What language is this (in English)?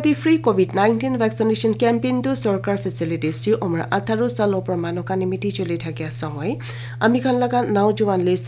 Naga Pidgin